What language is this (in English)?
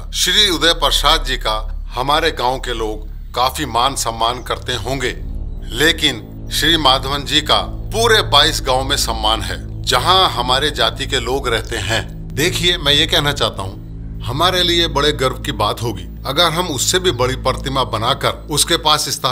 Hindi